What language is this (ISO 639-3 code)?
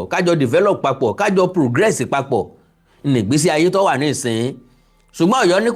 yor